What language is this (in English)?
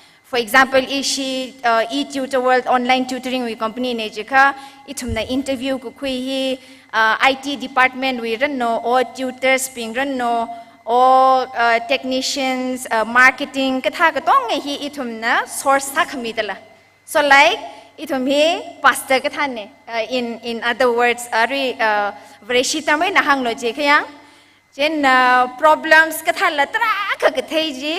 Tangkhul Naga (India)